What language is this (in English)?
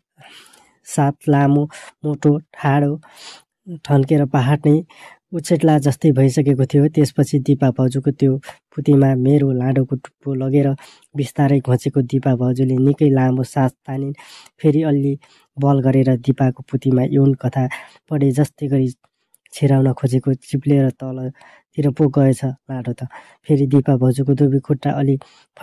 Nepali